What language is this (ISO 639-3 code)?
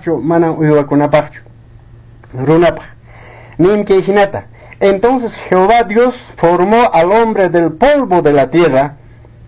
que